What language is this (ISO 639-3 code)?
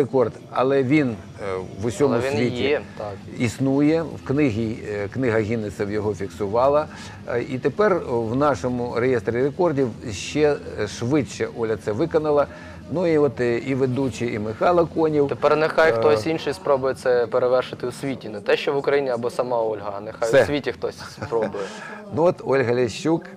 ukr